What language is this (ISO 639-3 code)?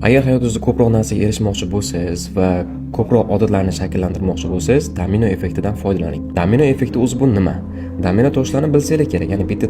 uzb